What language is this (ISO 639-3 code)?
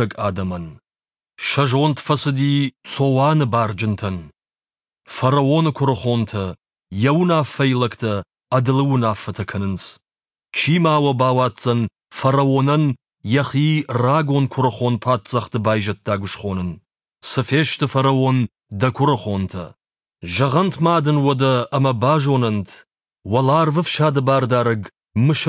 oss